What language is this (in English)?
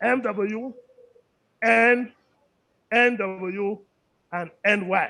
Bini